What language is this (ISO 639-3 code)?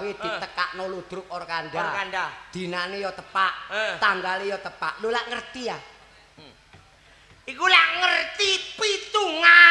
jav